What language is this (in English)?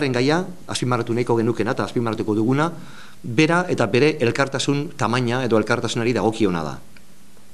Basque